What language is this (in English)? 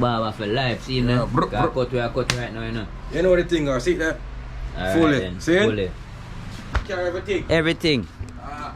Jamaican Creole English